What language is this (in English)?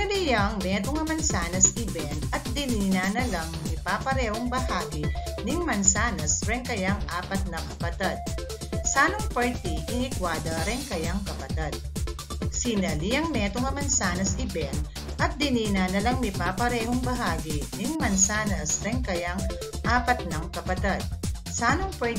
Pampanga